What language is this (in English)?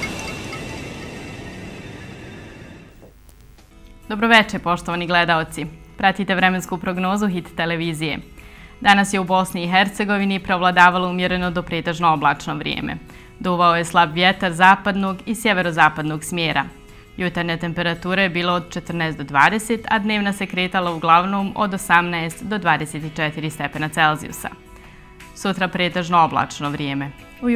Bosnian